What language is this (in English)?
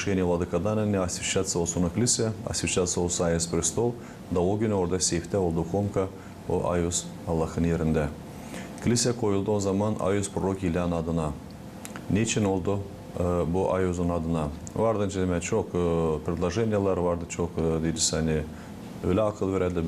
Gagauz